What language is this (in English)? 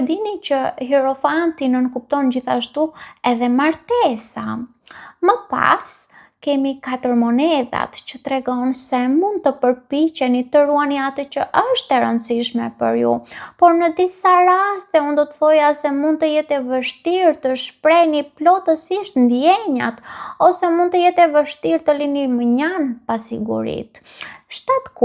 Albanian